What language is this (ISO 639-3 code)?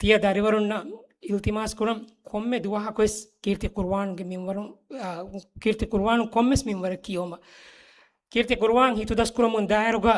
div